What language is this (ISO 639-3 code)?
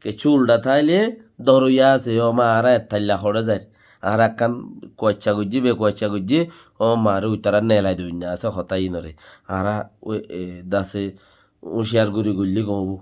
rhg